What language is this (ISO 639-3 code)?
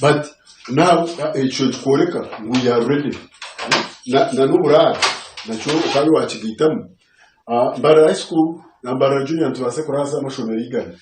nyn